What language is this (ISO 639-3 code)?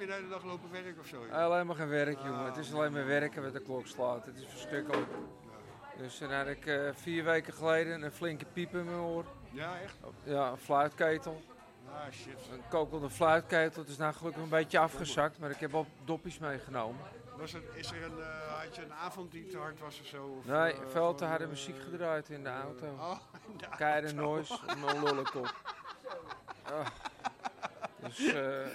nld